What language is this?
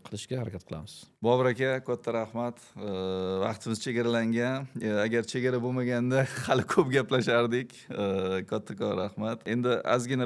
Uzbek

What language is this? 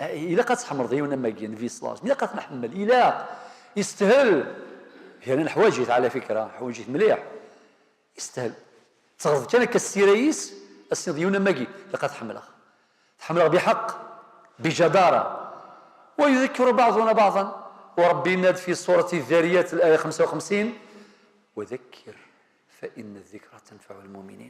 Kabyle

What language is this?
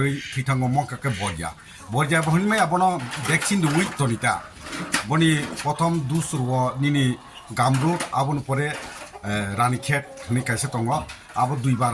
Kok Borok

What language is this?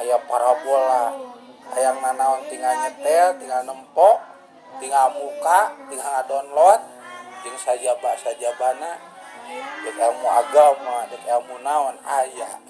Sundanese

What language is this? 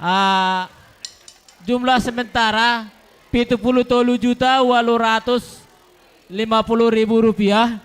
Batak Simalungun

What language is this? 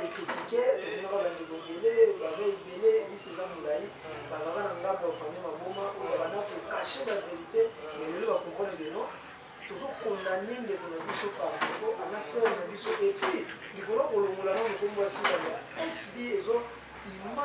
Lingala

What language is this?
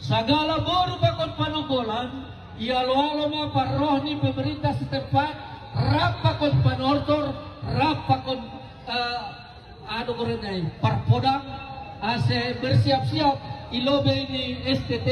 Batak Simalungun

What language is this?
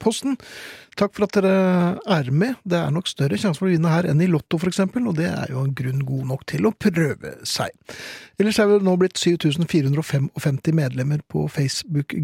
Norwegian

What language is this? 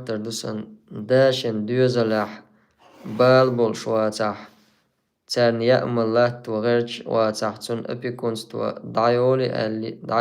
Chechen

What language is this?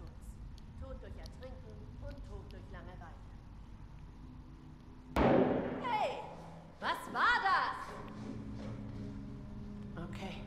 German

